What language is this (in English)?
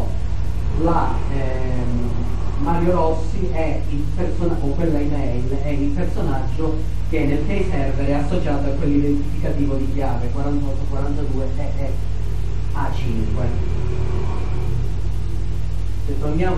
Italian